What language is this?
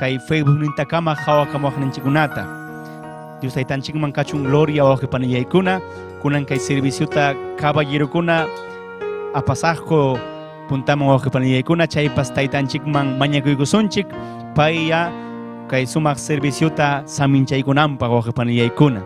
Ayacucho Quechua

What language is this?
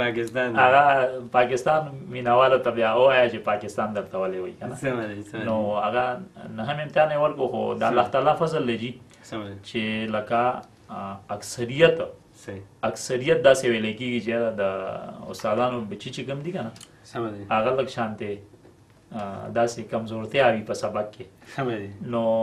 Pashto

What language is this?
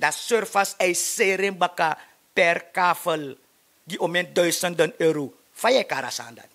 Sranan Tongo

